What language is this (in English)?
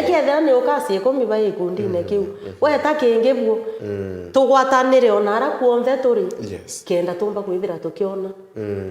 Meru